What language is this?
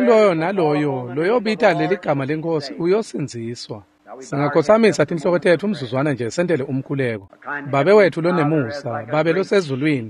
Swati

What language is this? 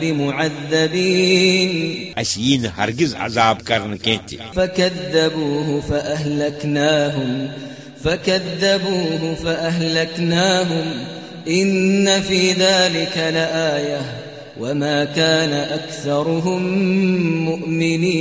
Kashmiri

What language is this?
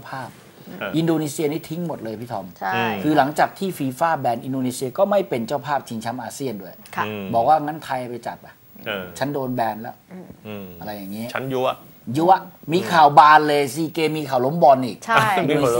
Thai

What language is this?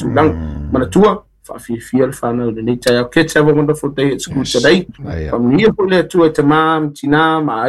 Samoan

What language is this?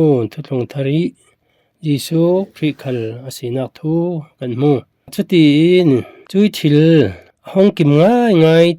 Falam Chin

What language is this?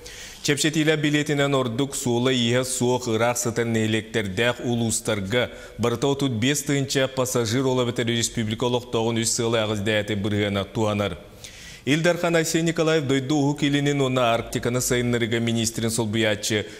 Yakut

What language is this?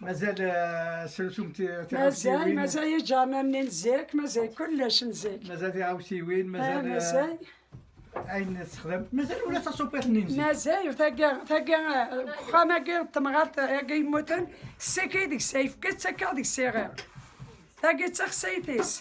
Kabyle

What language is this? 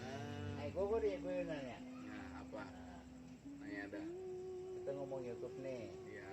Betawi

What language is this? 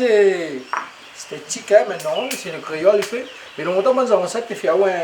Réunion Creole French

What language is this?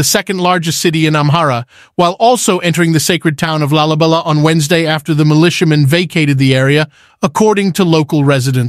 English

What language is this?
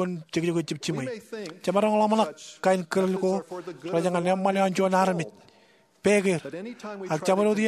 Marshallese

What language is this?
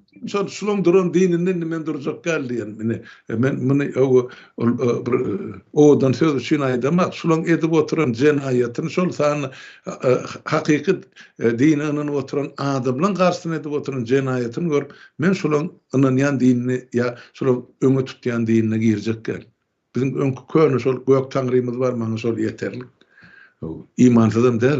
Turkmen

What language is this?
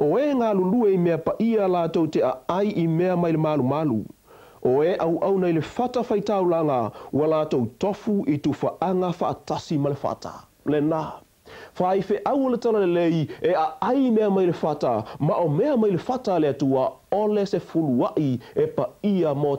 Samoan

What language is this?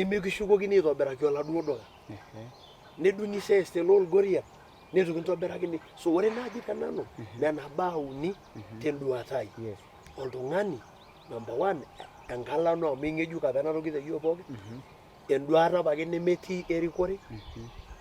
Masai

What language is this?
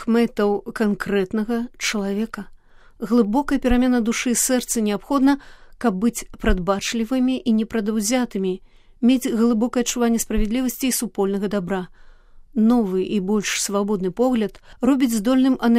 Belarusian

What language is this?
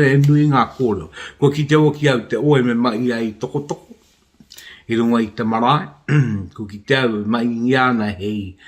Māori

